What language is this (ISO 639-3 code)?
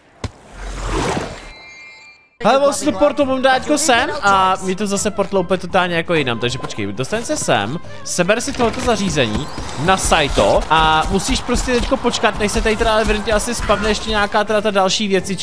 ces